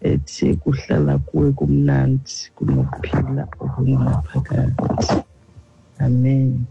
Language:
Xhosa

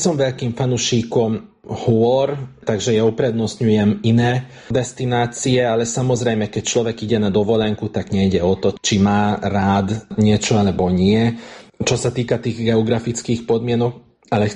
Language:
Slovak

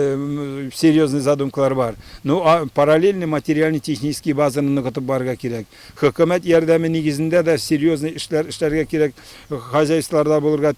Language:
Tatar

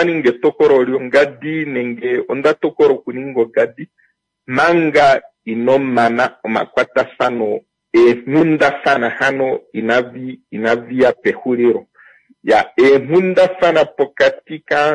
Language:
Kuanyama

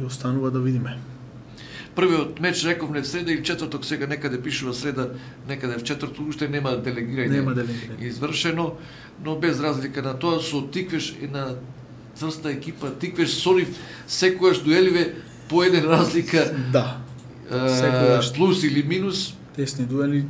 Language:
Macedonian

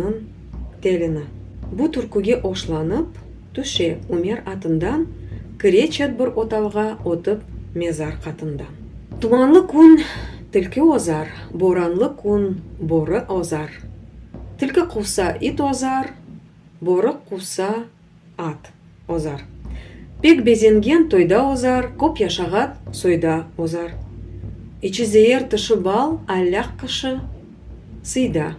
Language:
Crimean Tatar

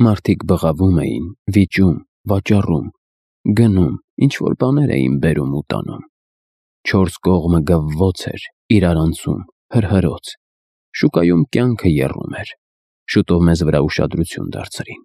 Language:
Armenian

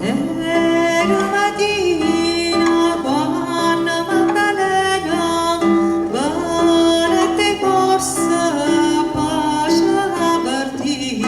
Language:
Neapolitan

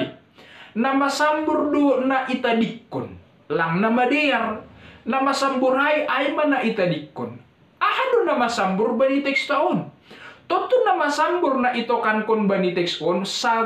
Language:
Batak Simalungun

